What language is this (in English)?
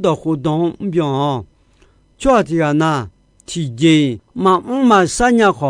Akha